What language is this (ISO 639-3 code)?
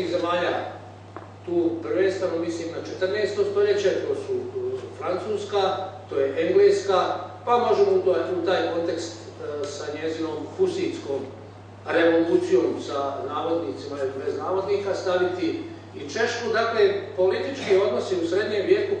hrv